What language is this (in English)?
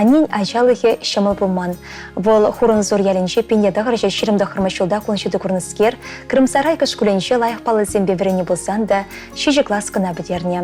Chuvash